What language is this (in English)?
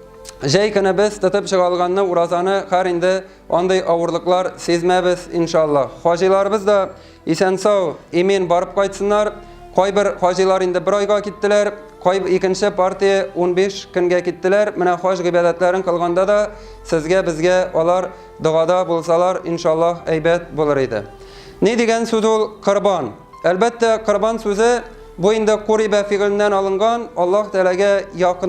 Tatar